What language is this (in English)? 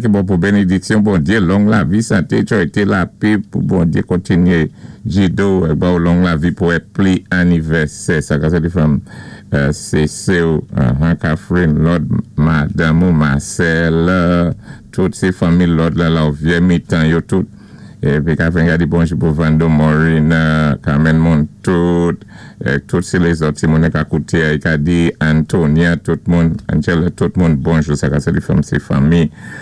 Saint Lucian Creole French